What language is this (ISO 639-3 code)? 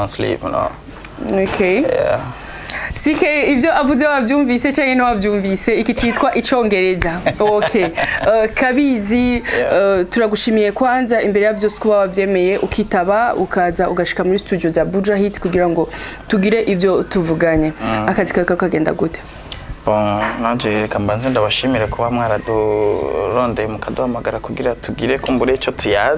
run